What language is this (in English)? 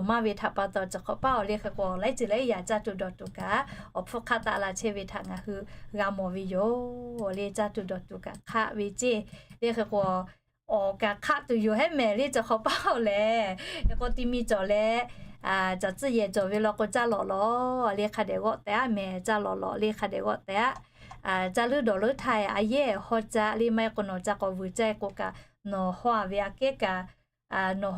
Lahu